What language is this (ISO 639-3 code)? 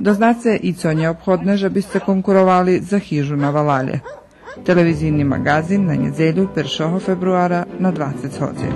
rue